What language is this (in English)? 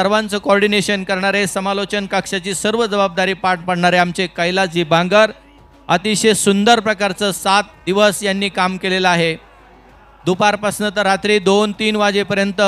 Marathi